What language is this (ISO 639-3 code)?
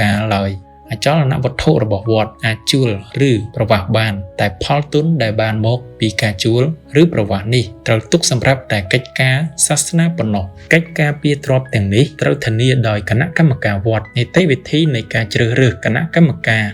khm